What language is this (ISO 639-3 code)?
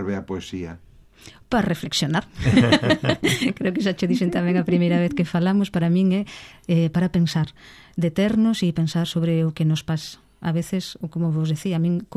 glg